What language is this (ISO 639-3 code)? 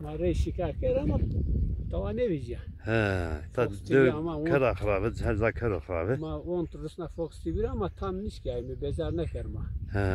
zza